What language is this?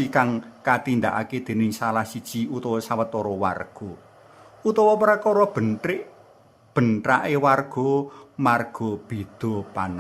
Javanese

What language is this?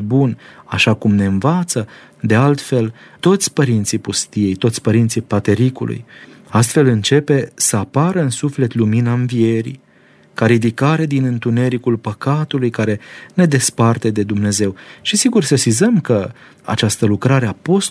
Romanian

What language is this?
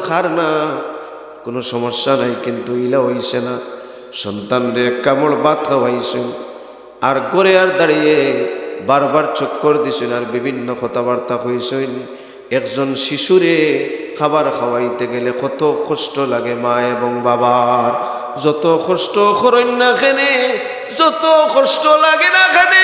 Sylheti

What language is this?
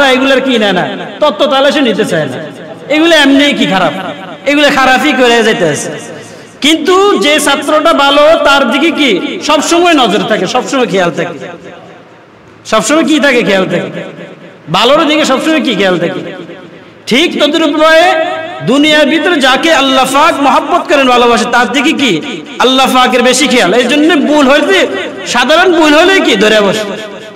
Bangla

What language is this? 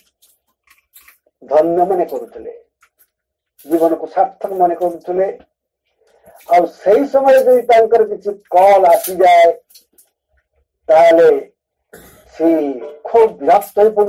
Odia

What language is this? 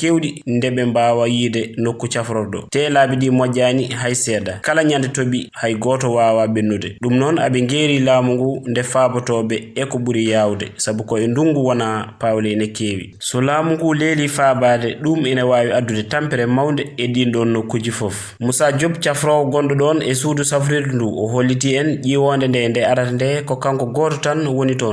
Fula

